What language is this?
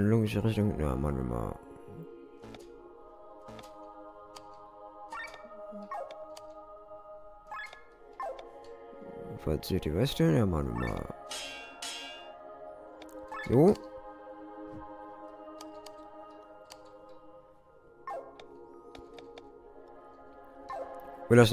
German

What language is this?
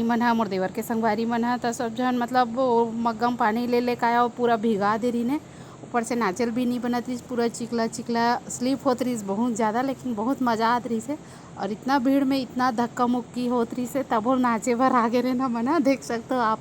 Chhattisgarhi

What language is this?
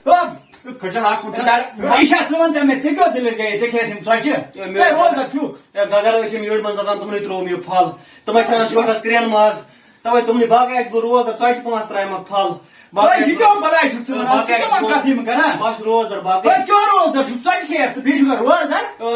Kashmiri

